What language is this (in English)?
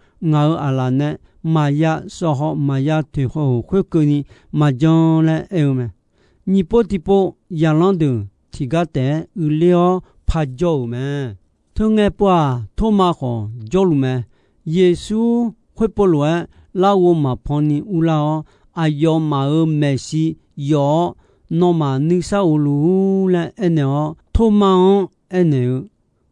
Akha